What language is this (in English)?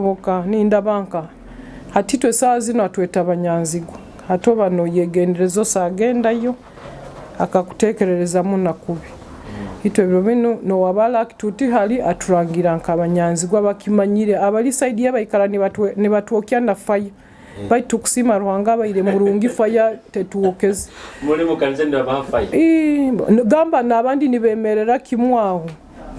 Nyoro